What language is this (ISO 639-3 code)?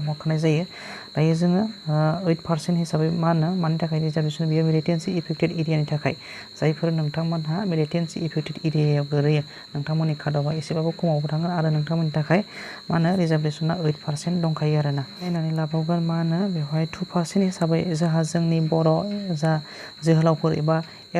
brx